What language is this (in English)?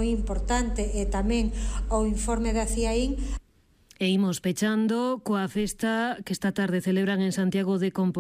Galician